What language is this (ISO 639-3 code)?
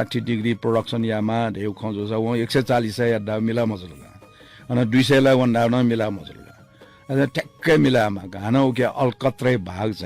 new